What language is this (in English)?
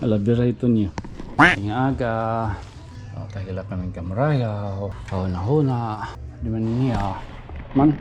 Waray